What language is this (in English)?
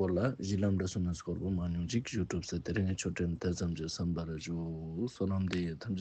Ladakhi